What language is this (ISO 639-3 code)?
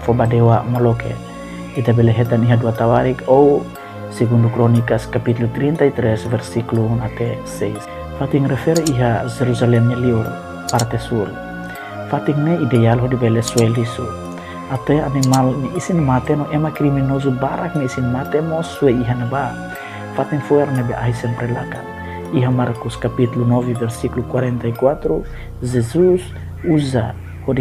tet